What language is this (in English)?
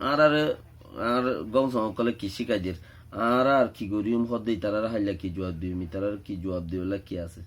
Rohingya